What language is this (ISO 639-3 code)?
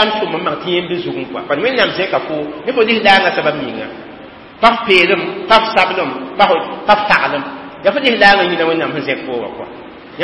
mos